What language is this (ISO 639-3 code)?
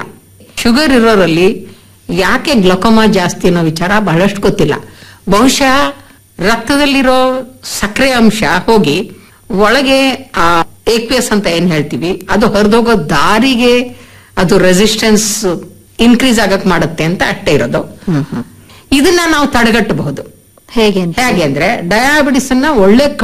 kan